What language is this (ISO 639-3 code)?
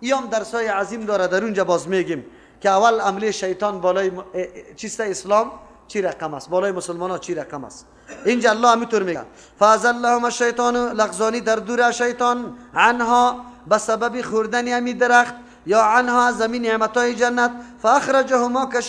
fas